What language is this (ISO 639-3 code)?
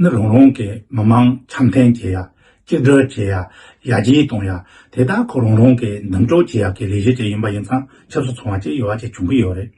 bod